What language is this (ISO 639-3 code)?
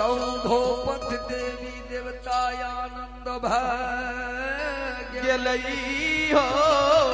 mai